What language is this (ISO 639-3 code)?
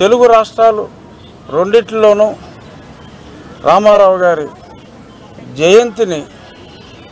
tel